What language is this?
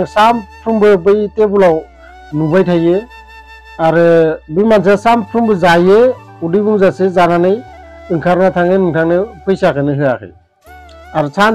Bodo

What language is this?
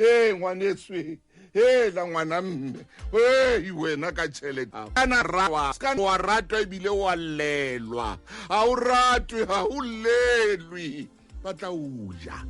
Southern Sotho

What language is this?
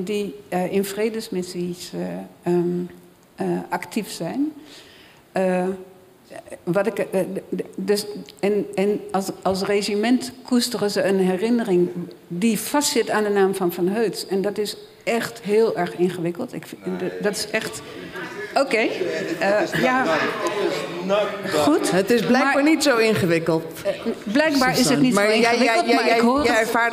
Dutch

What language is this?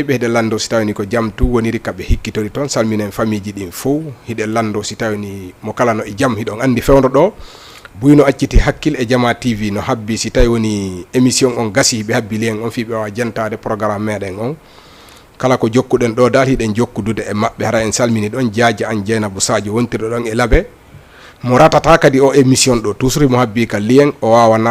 Fula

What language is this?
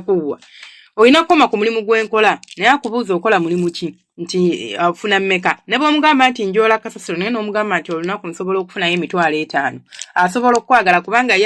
Ganda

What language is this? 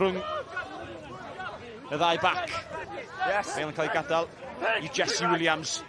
Welsh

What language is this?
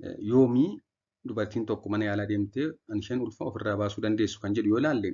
Oromo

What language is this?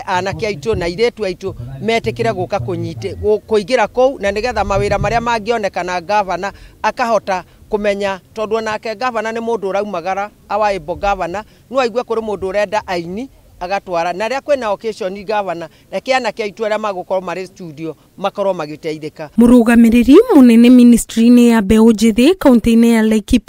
Kikuyu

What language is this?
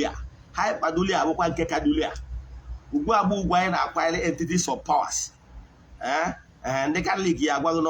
Igbo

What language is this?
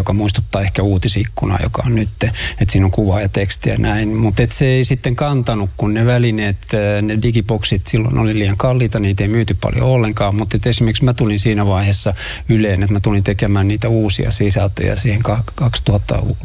Finnish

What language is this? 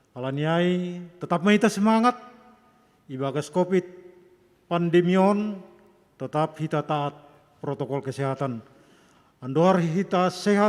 Batak Simalungun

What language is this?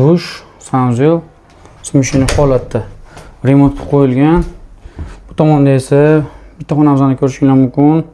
Uzbek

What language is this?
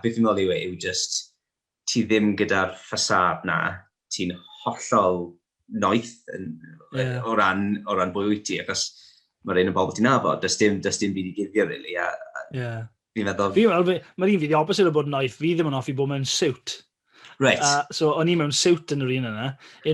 Welsh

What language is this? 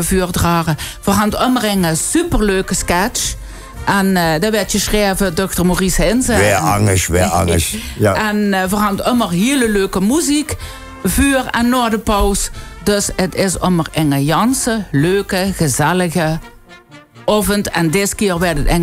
Limburgish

